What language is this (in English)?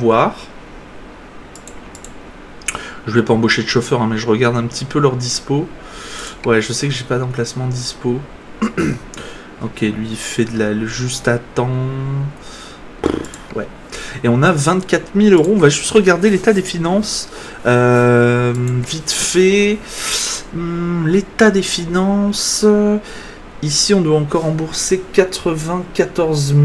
French